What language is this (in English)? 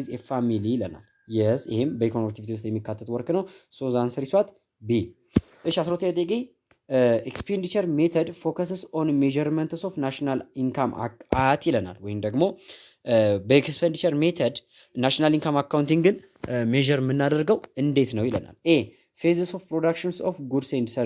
Amharic